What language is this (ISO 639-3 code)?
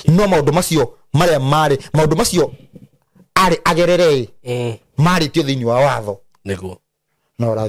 kik